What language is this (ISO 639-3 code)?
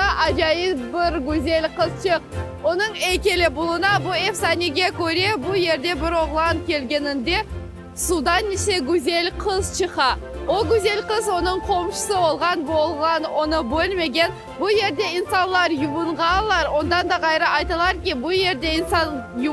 crh